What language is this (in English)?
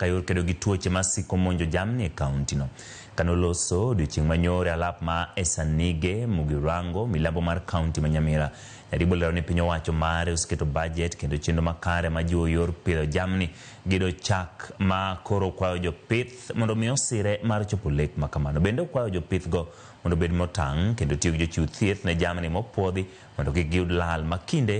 Luo (Kenya and Tanzania)